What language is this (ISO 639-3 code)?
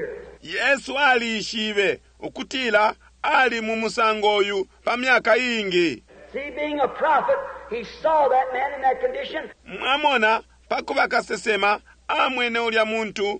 bem